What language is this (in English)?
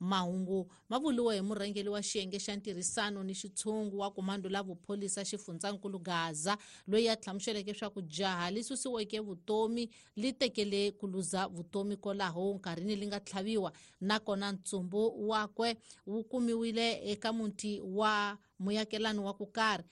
Tsonga